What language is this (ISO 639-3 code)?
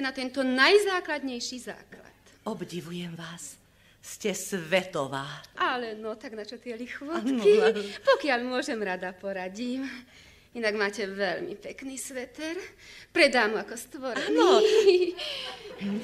slk